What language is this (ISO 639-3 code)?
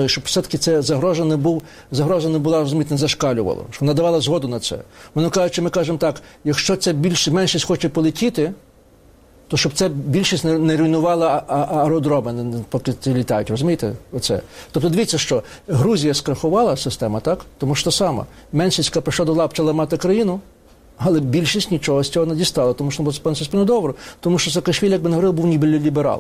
ukr